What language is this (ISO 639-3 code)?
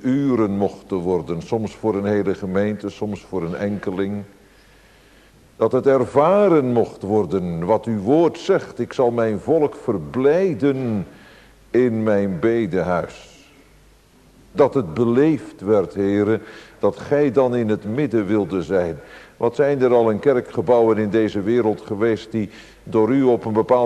nld